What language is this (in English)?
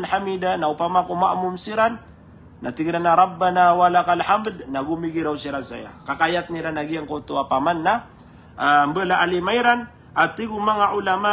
Maranao